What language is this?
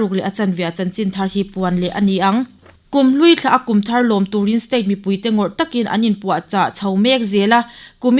Mizo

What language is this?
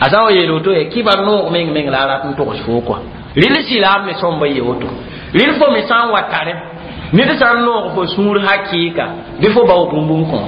Mossi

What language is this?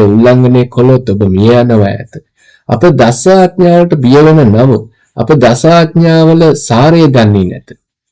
Sinhala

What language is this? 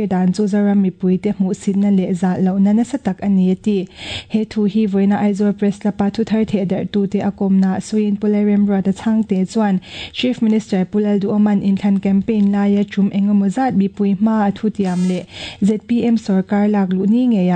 Mizo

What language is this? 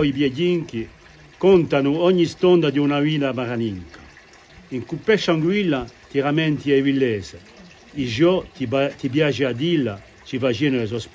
Corsican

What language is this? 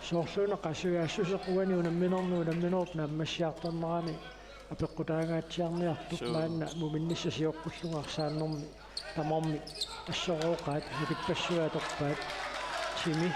Kalaallisut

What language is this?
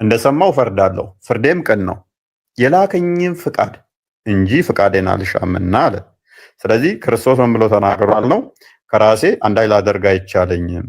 Amharic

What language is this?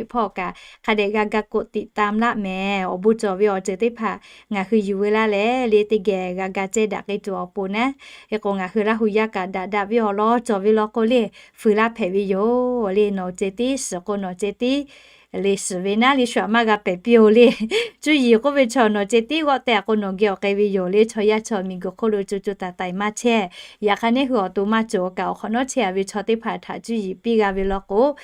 Lahu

